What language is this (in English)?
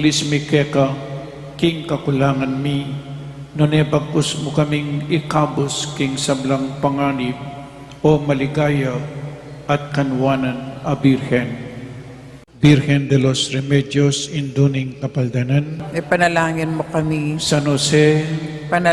Pampanga